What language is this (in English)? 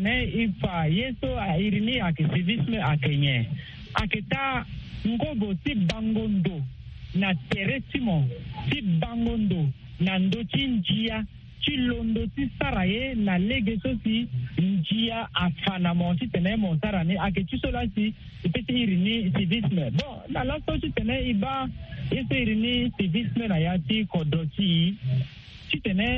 Sango